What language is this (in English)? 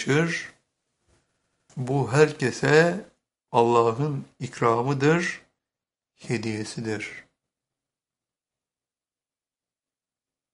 Turkish